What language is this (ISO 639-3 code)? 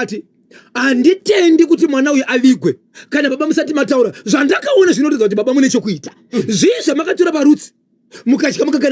sna